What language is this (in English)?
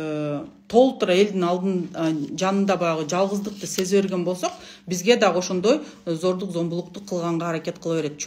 Kyrgyz